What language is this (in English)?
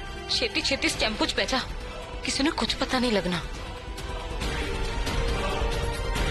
Punjabi